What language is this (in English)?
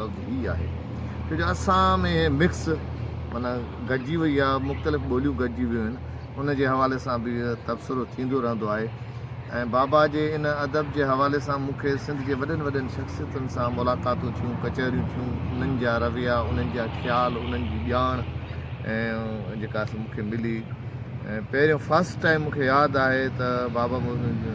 Sindhi